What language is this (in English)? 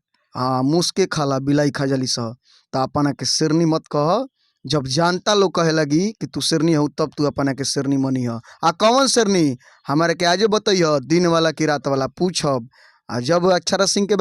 Bhojpuri